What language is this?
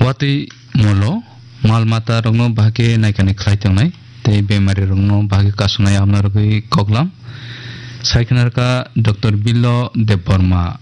Kok Borok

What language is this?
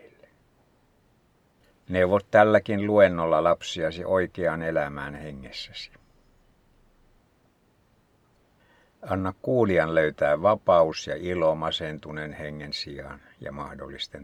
Finnish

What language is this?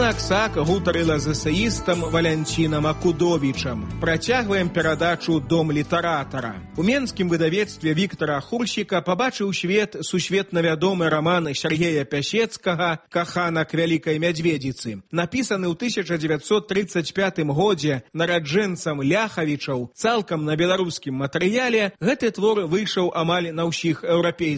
Belarusian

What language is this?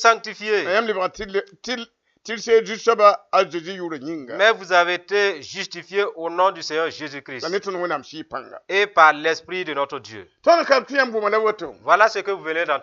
Mossi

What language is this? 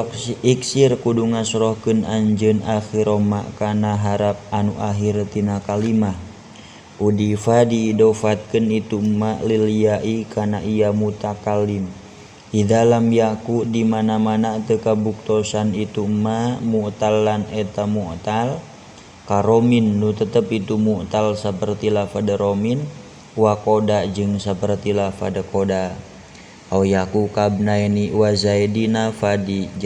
Sundanese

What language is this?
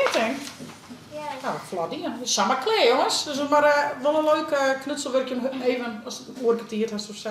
Western Frisian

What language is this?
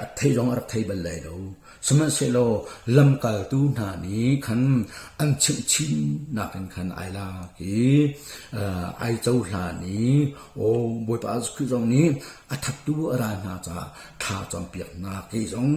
Hakha Chin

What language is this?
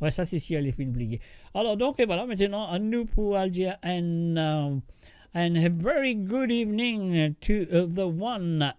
Morisyen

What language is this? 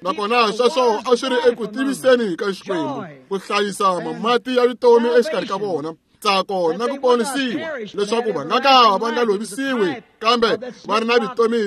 Tsonga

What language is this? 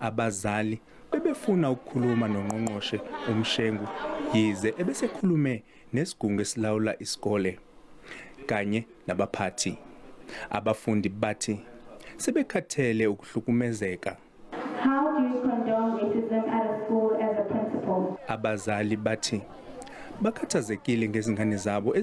Zulu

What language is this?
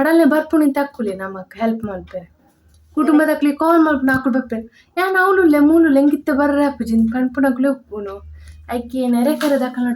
Tulu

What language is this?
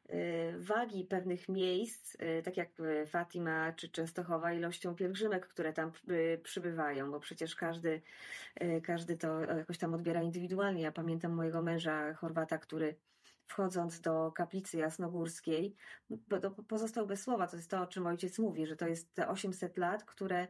Polish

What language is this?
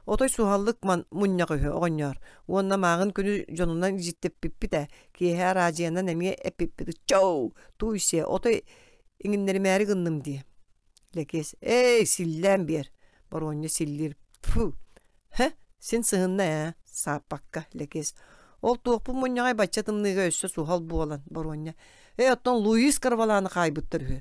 Yakut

